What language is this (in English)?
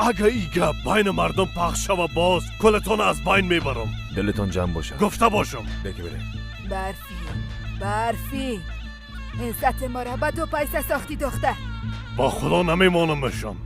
Persian